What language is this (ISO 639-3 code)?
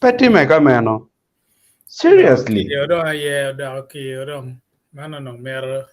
ach